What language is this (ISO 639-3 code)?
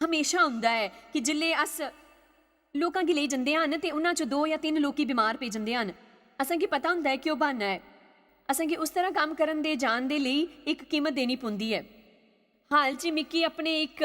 doi